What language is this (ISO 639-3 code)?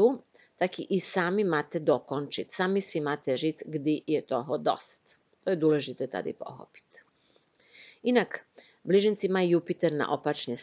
ces